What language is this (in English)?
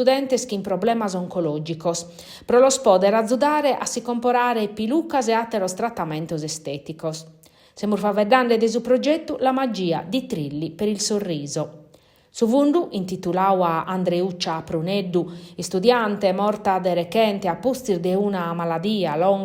Sardinian